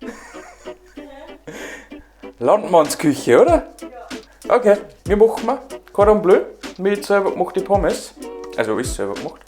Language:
Bavarian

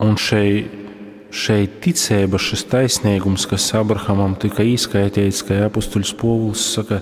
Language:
Latgalian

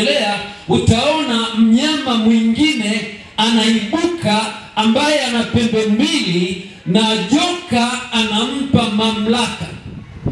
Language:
Swahili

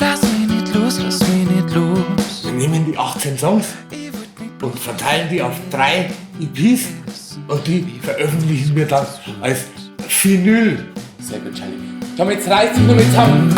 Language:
Bavarian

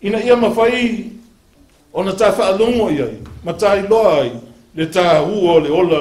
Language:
Samoan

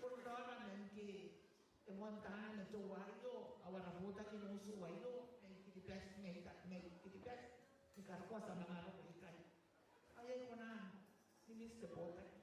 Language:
Gilbertese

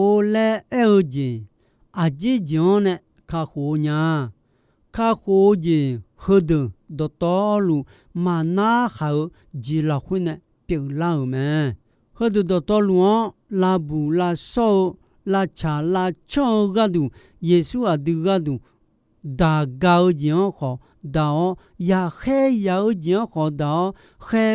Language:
Akha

